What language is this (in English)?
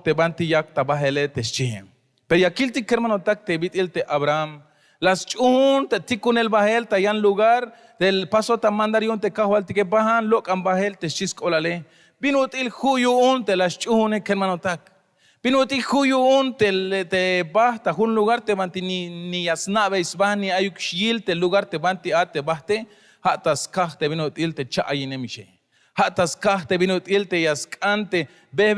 Tzeltal